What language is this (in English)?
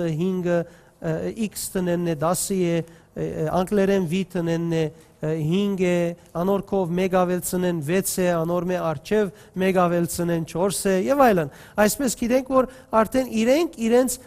Western Armenian